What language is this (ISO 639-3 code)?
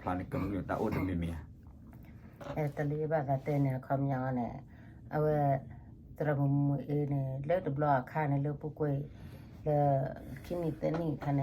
ksw